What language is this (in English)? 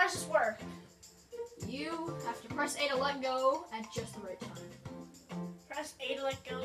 English